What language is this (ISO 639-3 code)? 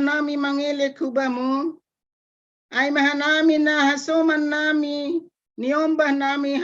bts